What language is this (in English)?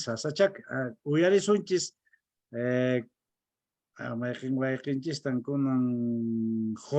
Quechua